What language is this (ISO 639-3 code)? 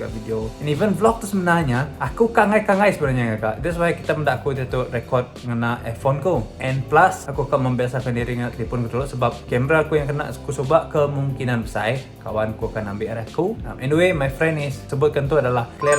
iba